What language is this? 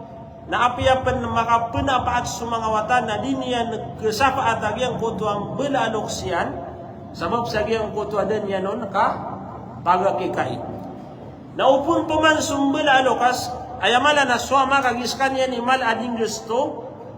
Maranao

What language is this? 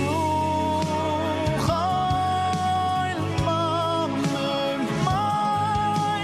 Yiddish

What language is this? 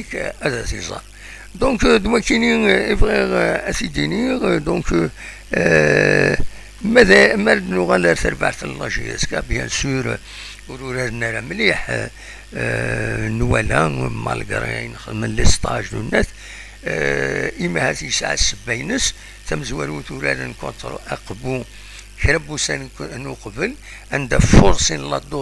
Kabyle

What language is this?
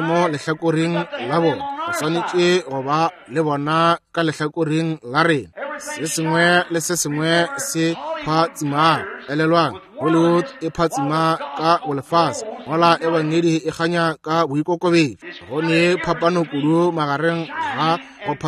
Northern Sotho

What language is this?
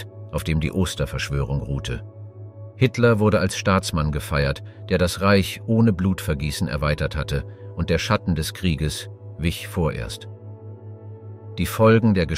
German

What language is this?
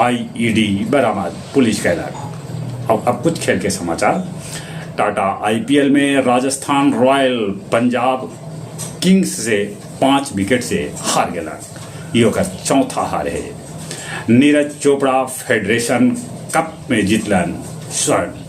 Magahi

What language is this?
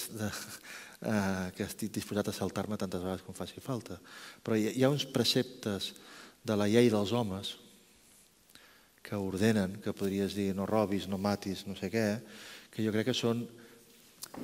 Catalan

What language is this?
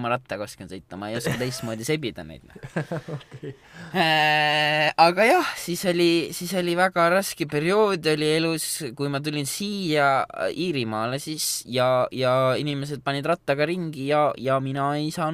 Estonian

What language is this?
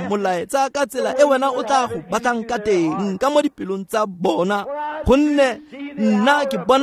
Tswana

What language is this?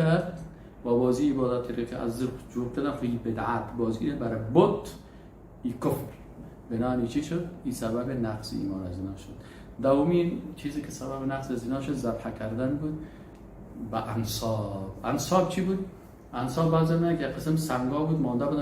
Persian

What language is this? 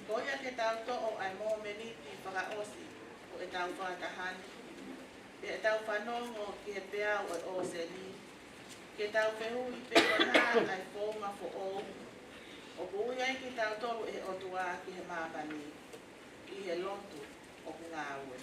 Tongan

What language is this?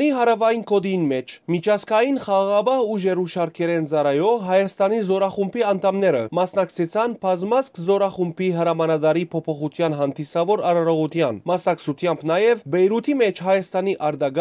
Western Armenian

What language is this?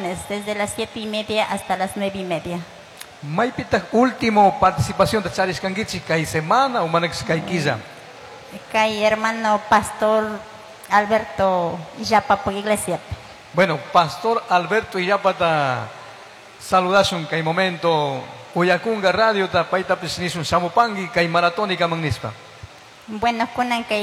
Chimborazo Highland Quichua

